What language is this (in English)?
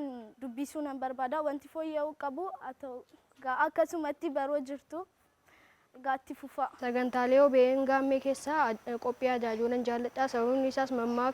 Oromo